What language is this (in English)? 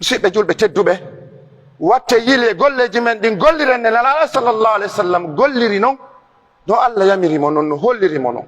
Pular